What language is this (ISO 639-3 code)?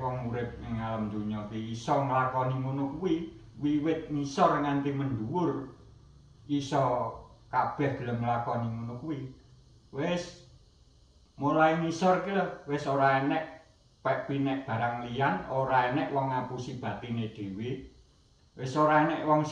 jav